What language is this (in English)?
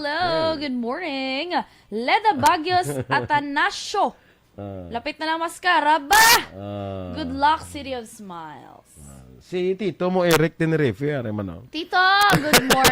Hiligaynon